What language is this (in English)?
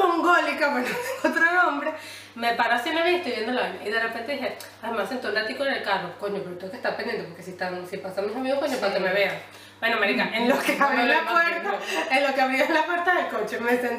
Spanish